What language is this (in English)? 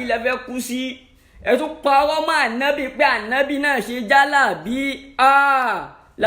Yoruba